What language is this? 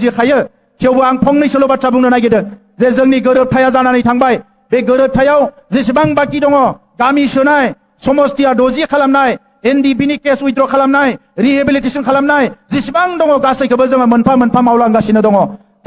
Bodo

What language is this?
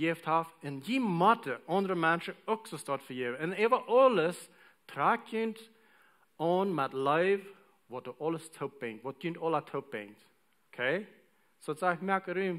Plautdietsch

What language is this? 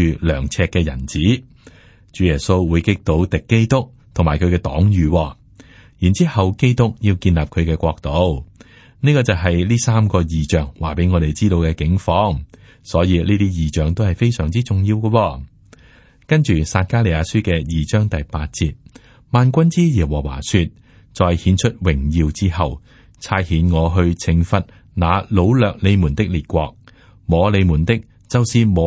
Cantonese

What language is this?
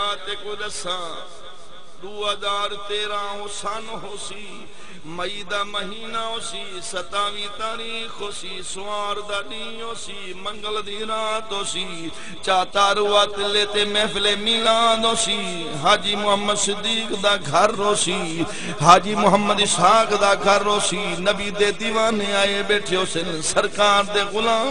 Saraiki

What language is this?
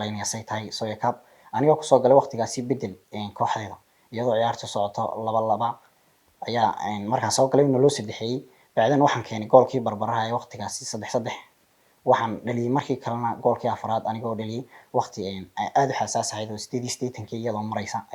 Somali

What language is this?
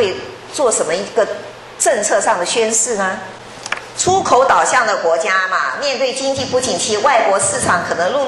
Chinese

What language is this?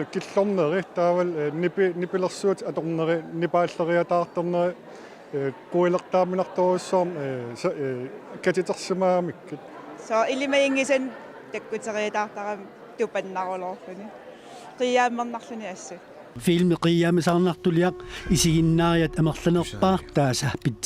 Kalaallisut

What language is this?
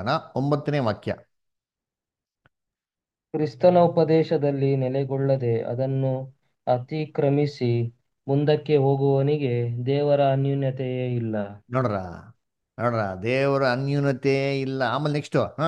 Kannada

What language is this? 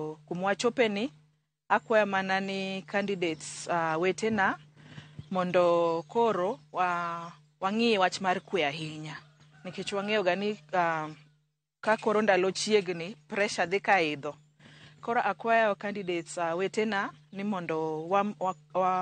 Luo (Kenya and Tanzania)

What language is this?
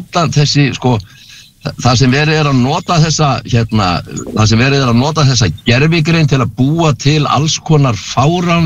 Icelandic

